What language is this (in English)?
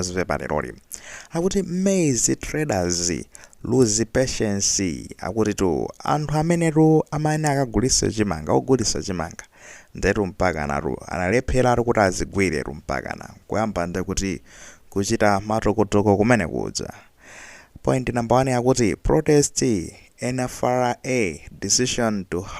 Nyanja